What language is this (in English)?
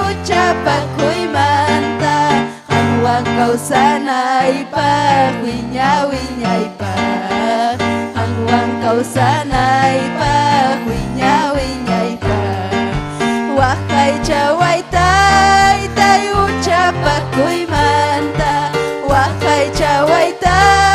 Ayacucho Quechua